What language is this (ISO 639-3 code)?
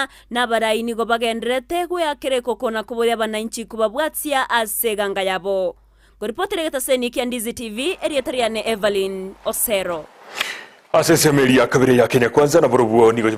guz